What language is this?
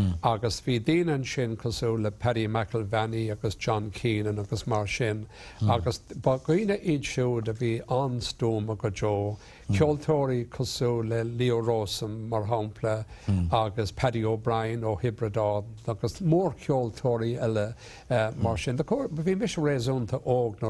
Irish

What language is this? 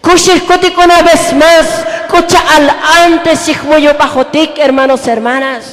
Tzotzil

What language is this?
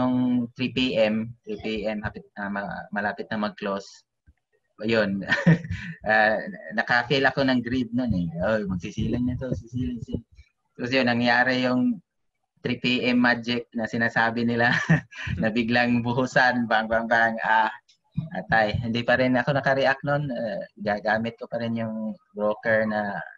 Filipino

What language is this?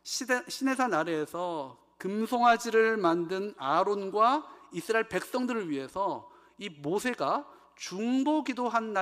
Korean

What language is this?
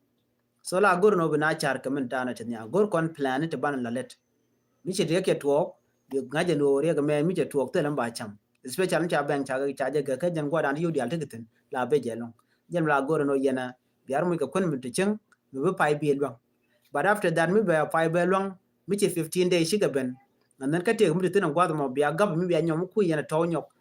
Nuer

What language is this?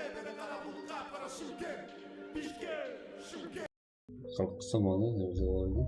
Kara-Kalpak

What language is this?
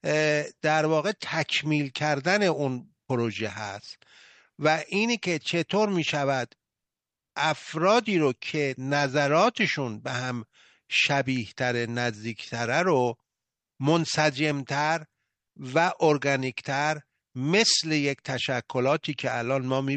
Persian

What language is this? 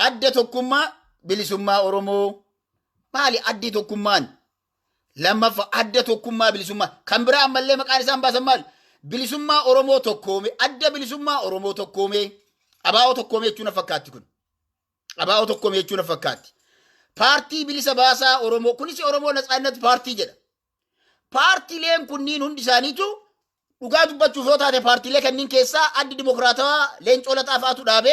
Oromo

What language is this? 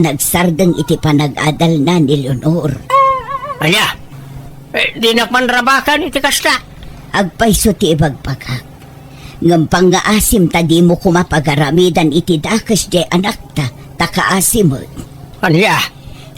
Iloko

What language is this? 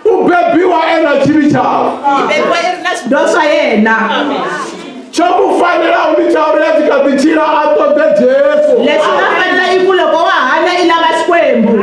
Venda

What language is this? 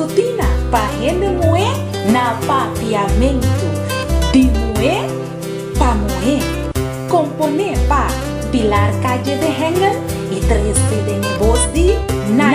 Papiamento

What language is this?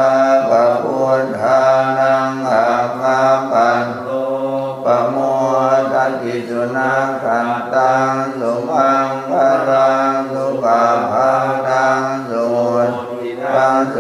Pali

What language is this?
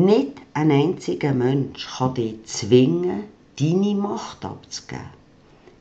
Swiss German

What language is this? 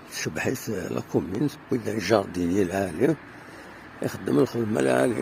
Kabyle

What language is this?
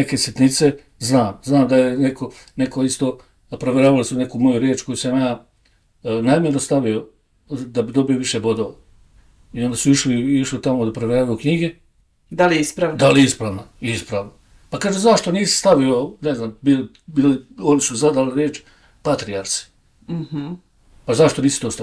Bosnian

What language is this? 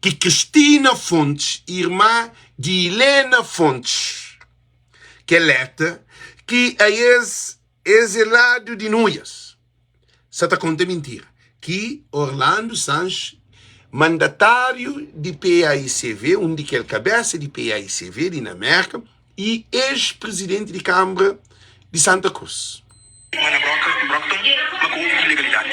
Kabuverdianu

